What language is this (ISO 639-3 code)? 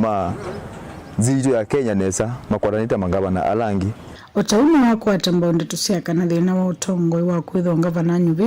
kam